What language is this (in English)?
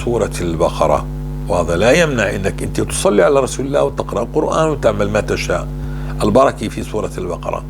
North Levantine Arabic